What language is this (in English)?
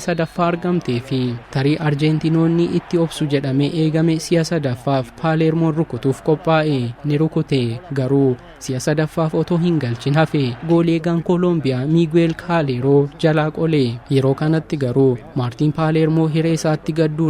Oromo